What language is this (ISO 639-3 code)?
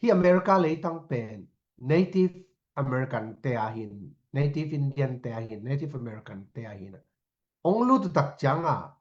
ctd